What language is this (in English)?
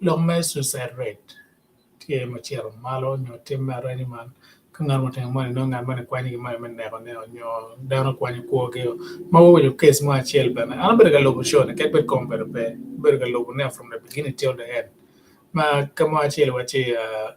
Acoli